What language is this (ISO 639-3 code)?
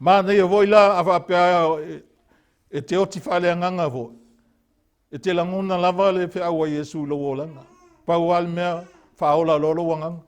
smo